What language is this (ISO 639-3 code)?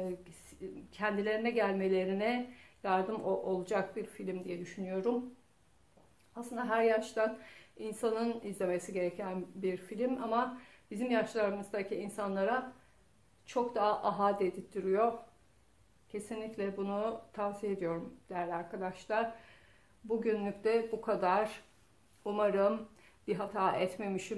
tur